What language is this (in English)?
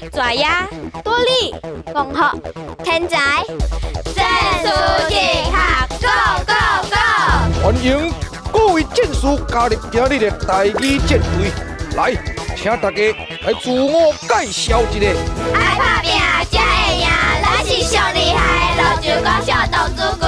Min Nan Chinese